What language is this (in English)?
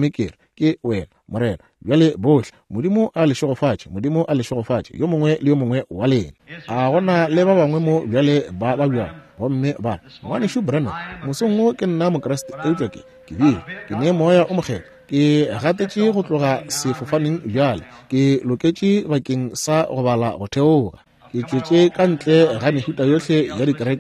Northern Sotho